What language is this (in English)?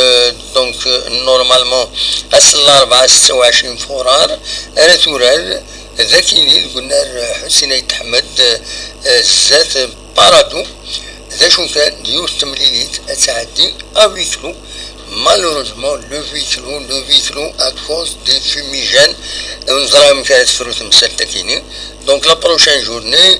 Kabyle